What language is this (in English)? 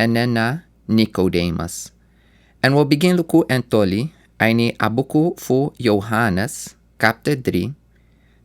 Sranan Tongo